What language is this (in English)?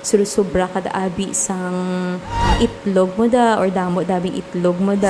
Hiligaynon